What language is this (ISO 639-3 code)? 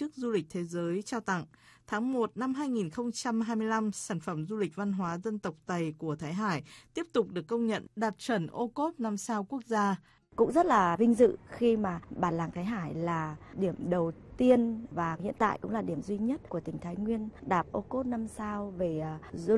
vie